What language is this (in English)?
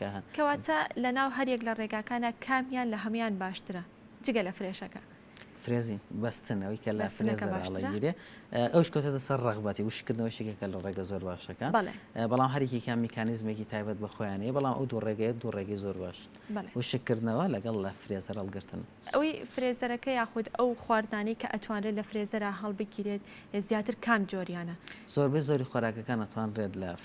Central Kurdish